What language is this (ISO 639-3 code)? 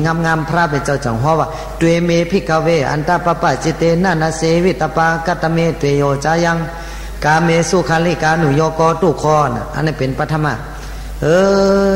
shn